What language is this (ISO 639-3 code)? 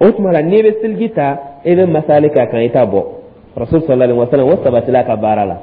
dyu